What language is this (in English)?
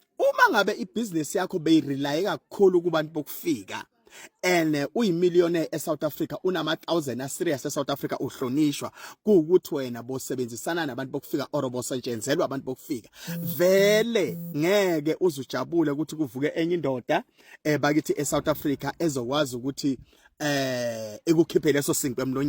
Zulu